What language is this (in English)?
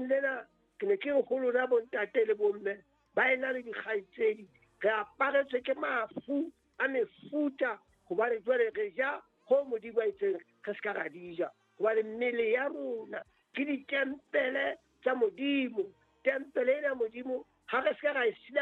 Southern Sotho